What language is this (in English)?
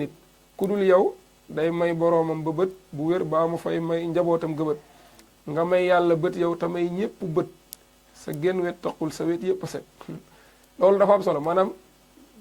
Wolof